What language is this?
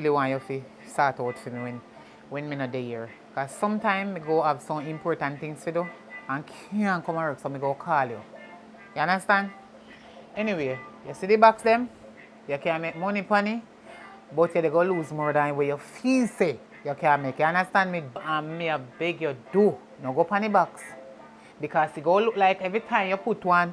Jamaican Creole English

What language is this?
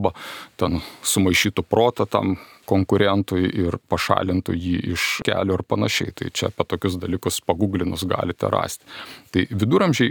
Lithuanian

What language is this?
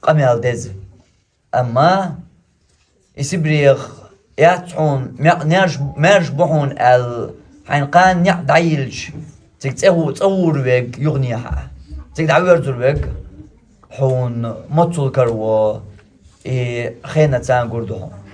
Chechen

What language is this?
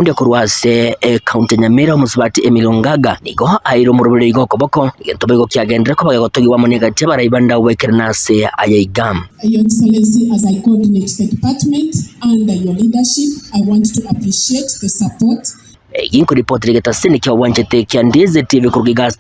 Gusii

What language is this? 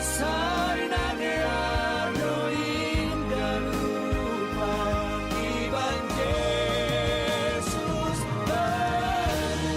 Batak Simalungun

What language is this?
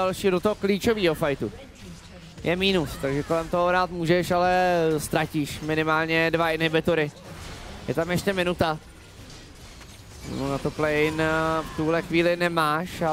Czech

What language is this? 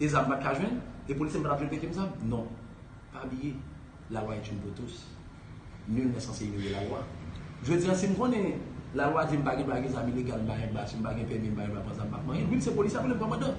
Haitian Creole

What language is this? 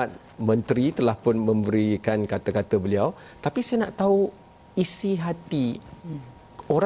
Malay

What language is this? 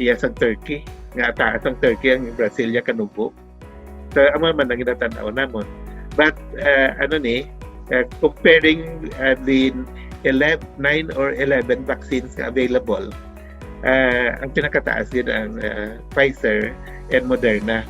Hiligaynon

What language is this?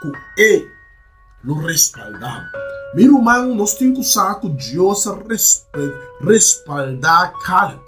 Papiamento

